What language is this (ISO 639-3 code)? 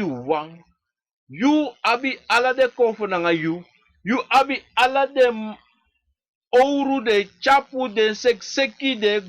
srn